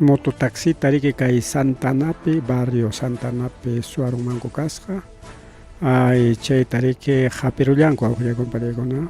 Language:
Ayacucho Quechua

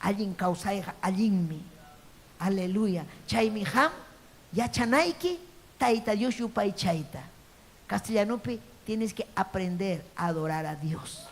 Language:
Ayacucho Quechua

